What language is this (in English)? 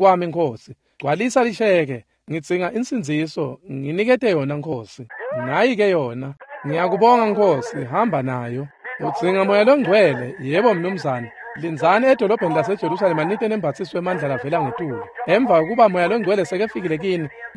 Swati